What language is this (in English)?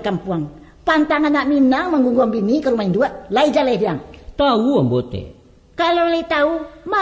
Minangkabau